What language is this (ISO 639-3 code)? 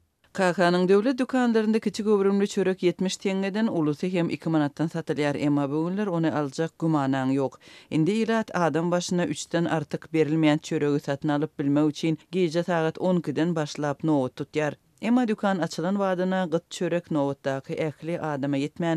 tuk